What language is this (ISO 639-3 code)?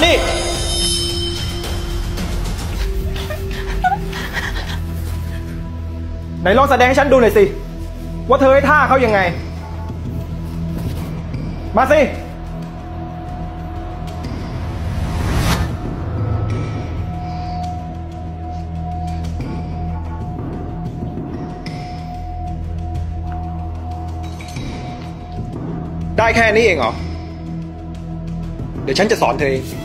tha